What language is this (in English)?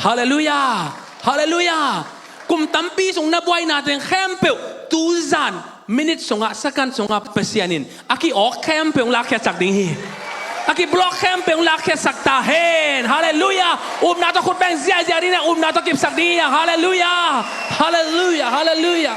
Tedim Chin